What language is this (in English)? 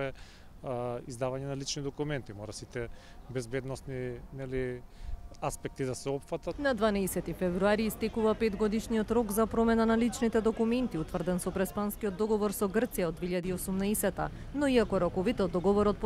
Macedonian